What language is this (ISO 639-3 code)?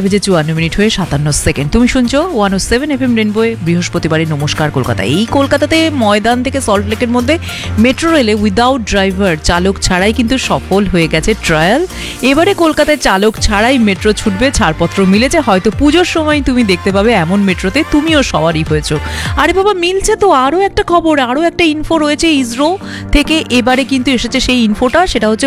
ben